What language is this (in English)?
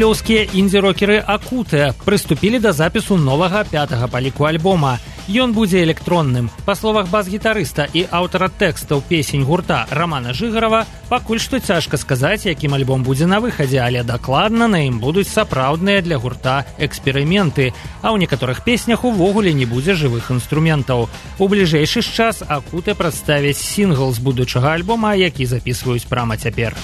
Belarusian